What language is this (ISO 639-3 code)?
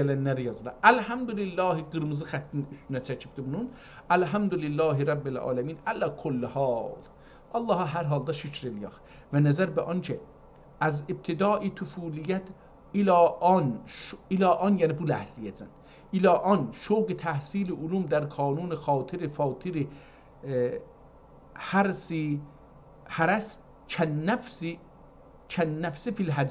azb